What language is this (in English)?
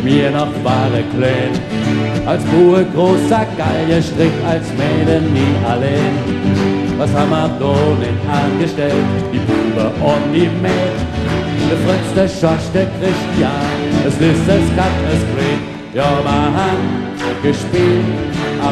Palatine German